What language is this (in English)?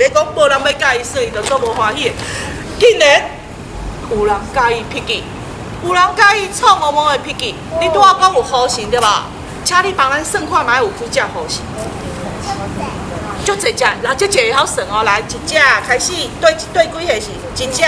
Min Nan Chinese